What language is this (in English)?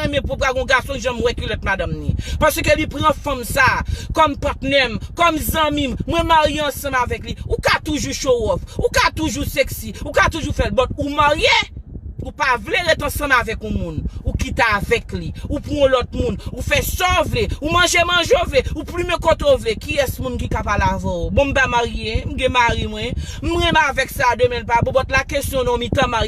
Haitian Creole